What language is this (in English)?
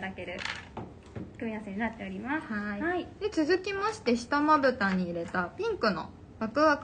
Japanese